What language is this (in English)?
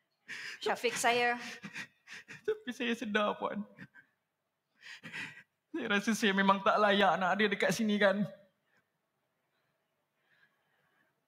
Malay